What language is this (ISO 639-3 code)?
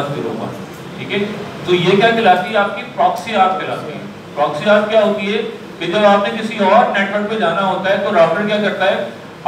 hin